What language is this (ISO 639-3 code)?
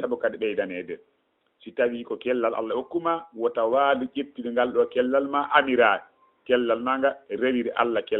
ful